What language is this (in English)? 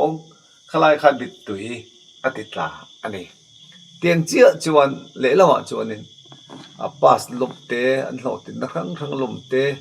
Mizo